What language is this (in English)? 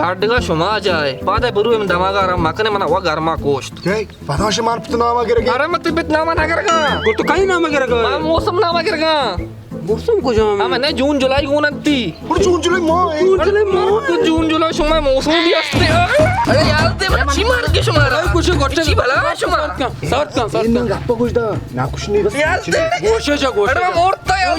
Baluchi